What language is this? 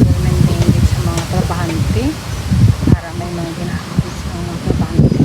Hiligaynon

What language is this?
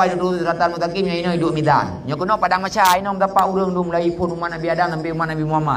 Achinese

